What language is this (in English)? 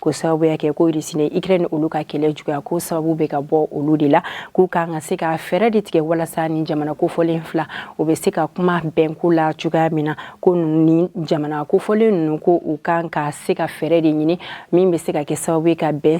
Bambara